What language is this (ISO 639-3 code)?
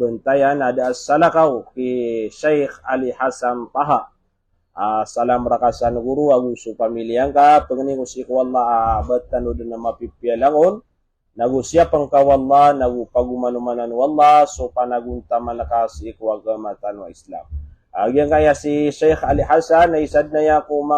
mrw